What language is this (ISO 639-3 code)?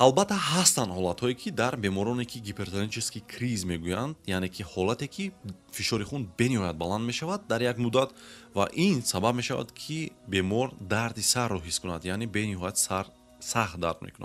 tgk